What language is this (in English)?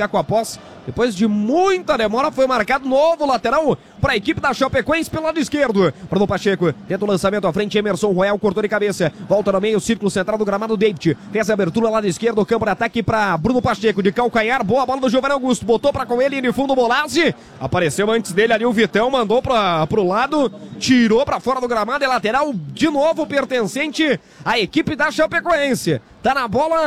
Portuguese